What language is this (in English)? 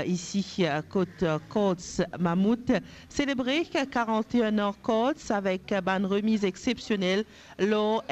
Morisyen